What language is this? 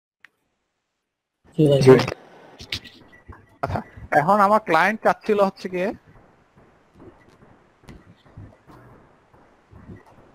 Bangla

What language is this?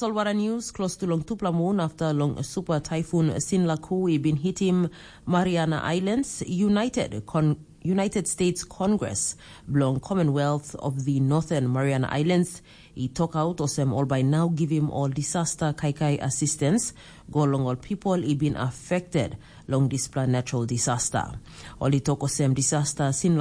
Tok Pisin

